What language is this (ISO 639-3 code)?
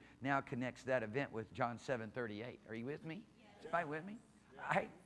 eng